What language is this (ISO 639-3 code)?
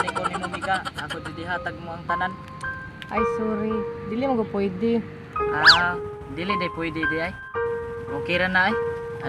ceb